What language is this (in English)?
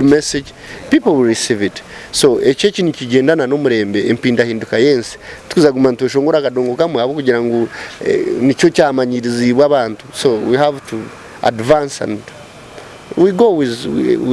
Nyankole